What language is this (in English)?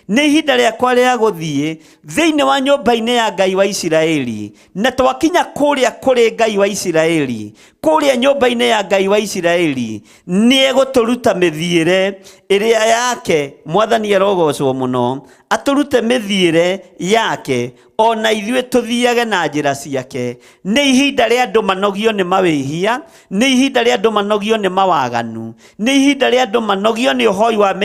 Kikuyu